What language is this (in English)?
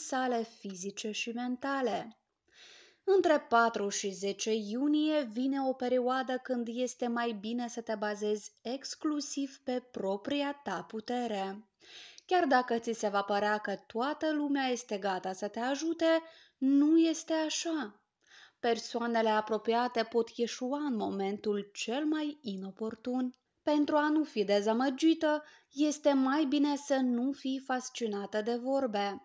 Romanian